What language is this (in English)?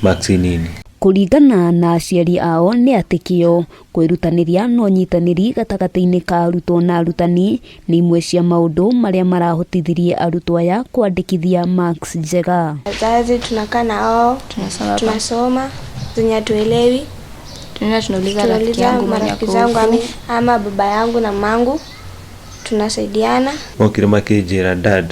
Kikuyu